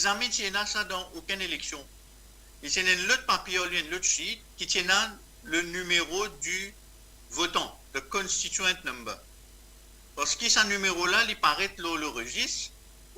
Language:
Morisyen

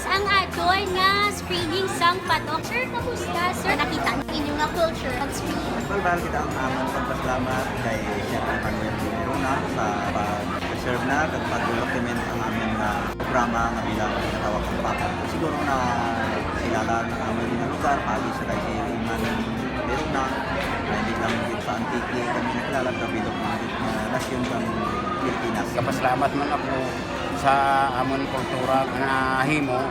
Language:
Hiligaynon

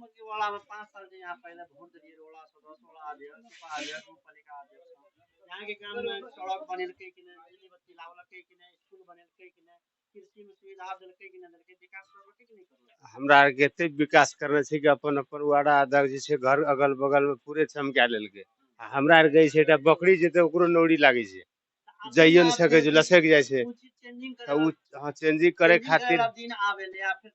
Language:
Maithili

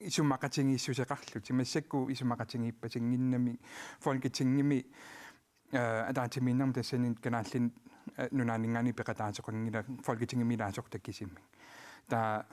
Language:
Kalaallisut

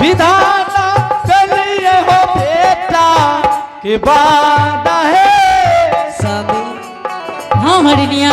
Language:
Angika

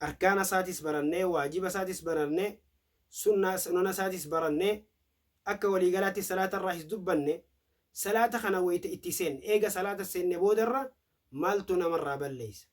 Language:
Oromo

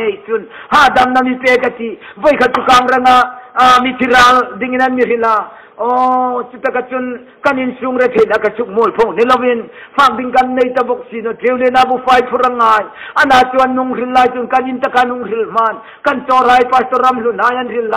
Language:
Hmar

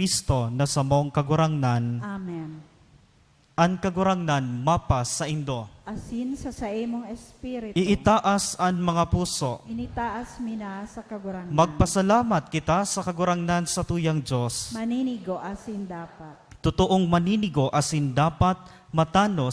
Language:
Bikol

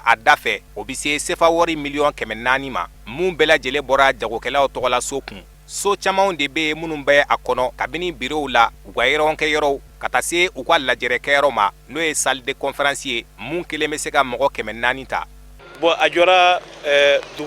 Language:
Bambara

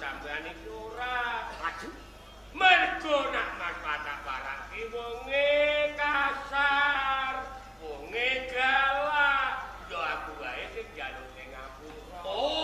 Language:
Javanese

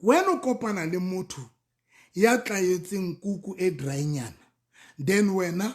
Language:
Southern Sotho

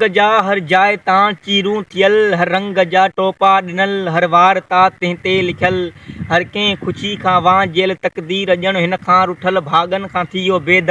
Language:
Sindhi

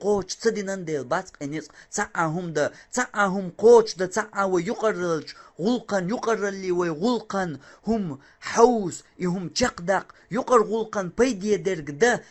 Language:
Chechen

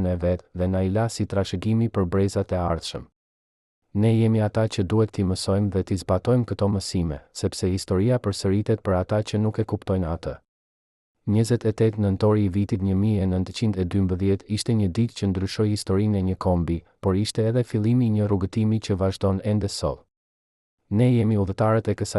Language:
Albanian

